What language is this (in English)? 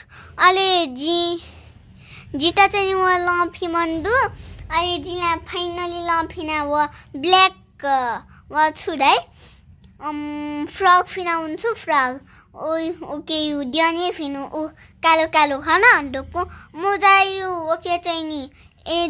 Nepali